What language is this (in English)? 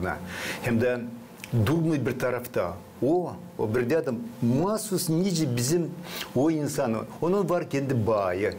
Gagauz